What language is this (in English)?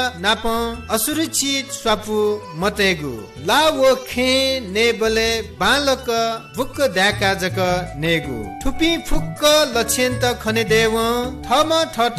Newari